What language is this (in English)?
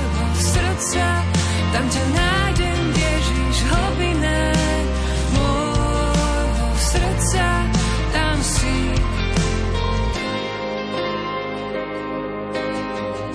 Slovak